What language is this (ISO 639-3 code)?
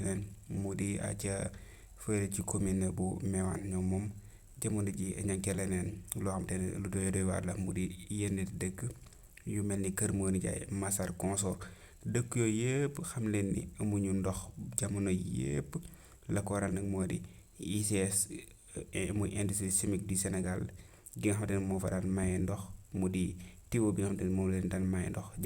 wol